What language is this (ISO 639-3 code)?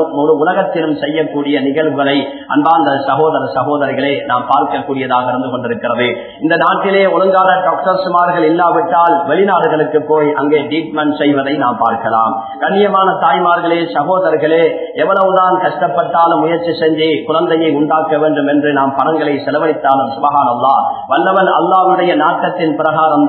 tam